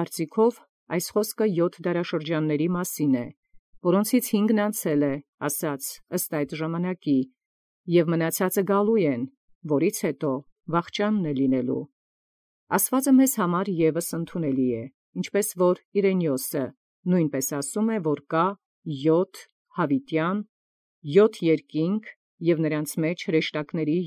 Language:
Armenian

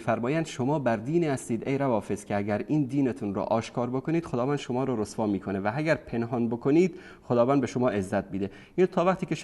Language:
Persian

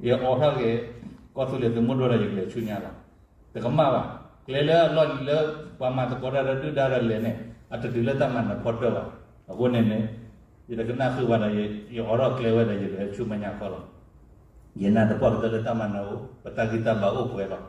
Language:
S'gaw Karen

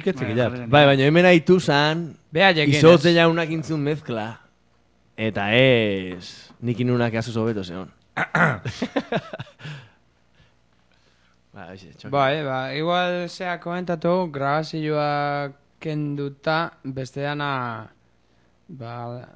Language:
Basque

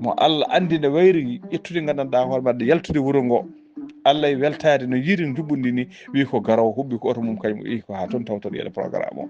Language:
Fula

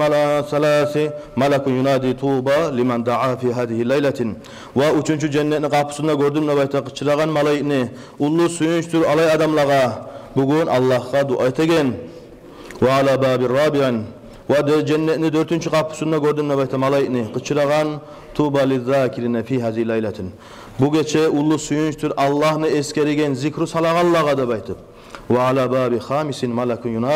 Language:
Kumyk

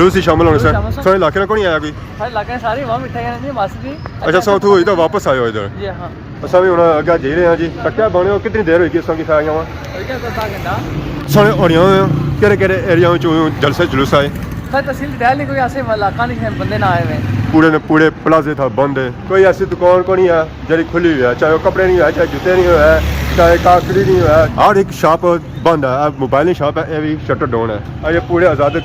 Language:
Pahari-Potwari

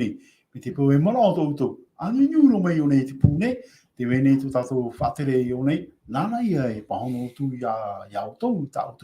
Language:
Tahitian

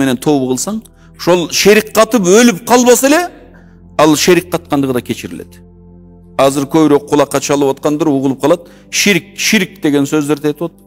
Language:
Kyrgyz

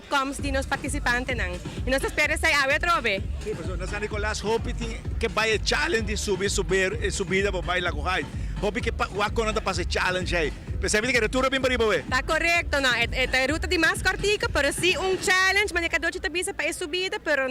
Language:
Papiamento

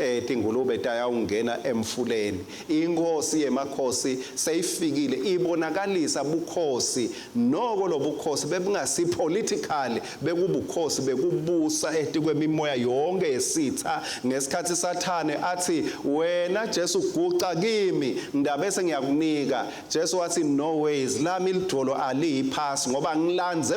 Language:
Swati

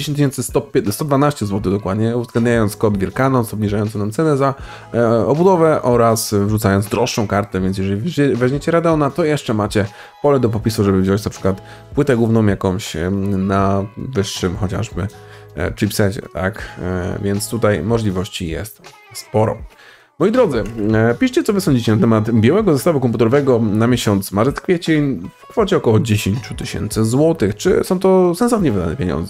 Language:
Polish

